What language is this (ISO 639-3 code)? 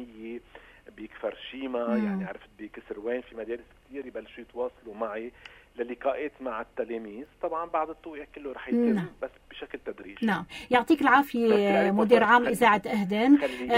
apc